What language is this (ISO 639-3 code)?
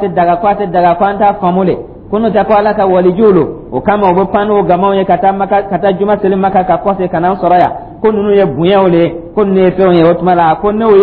dyu